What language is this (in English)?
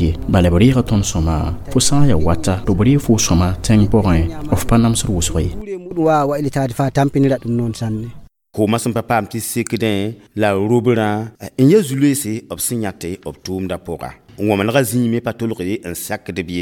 Mossi